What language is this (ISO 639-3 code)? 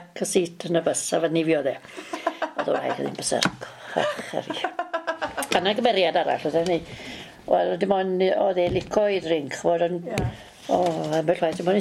cym